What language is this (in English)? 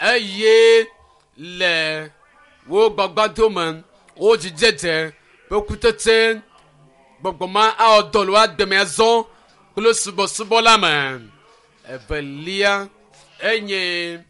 Ewe